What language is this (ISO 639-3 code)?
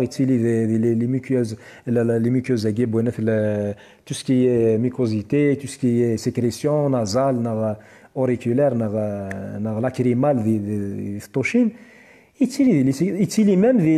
kab